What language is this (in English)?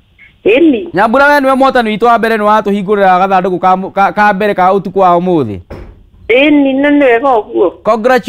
Kikuyu